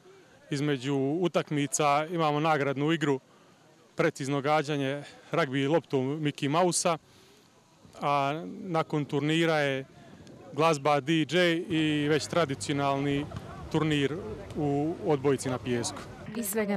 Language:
Croatian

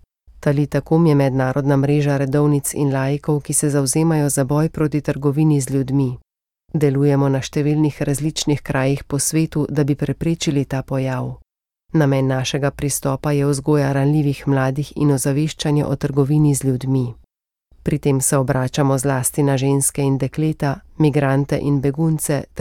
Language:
Slovenian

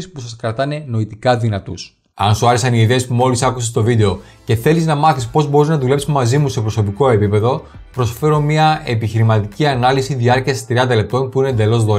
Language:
Greek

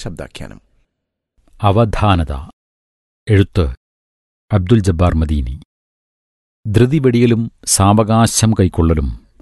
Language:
Malayalam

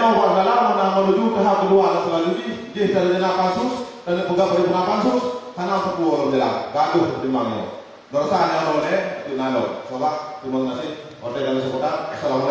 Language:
Achinese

